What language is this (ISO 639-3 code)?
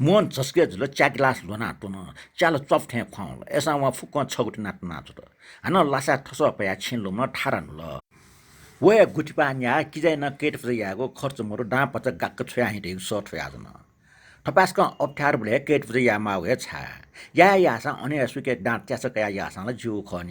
new